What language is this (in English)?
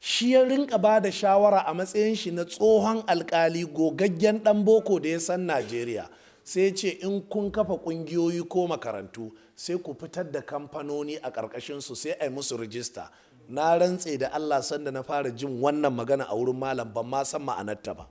Hausa